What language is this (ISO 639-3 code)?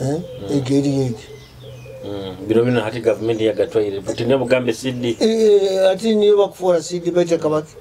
nyo